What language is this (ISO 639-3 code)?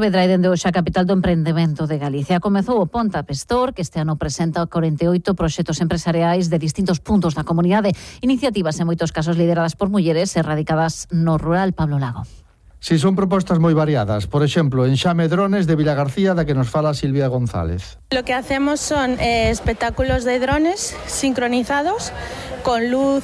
glg